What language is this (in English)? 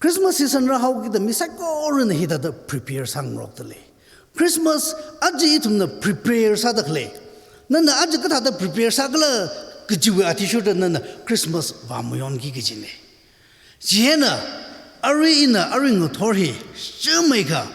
Tangkhul Naga (India)